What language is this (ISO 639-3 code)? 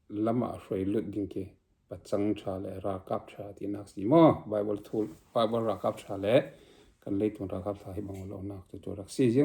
cfm